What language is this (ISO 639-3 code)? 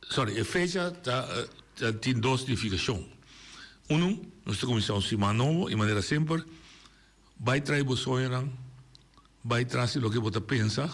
pap